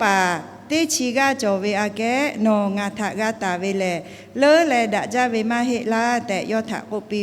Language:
Lahu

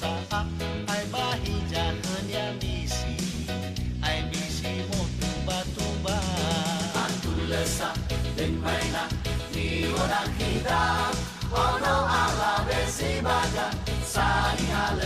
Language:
Nias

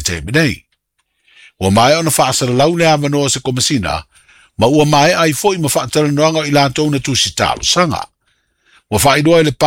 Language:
Samoan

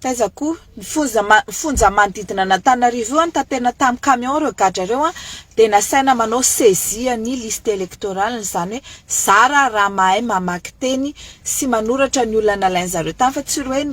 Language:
Malagasy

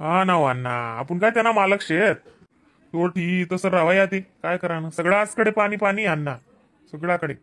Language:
Khandesi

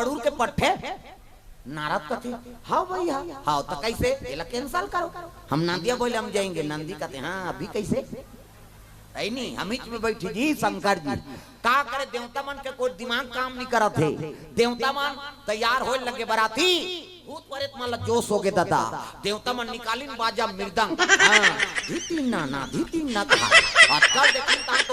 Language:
Chhattisgarhi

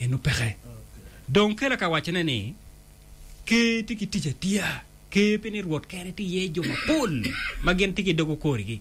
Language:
Acoli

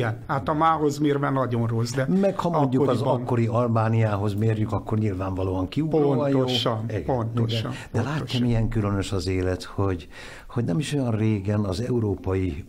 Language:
Hungarian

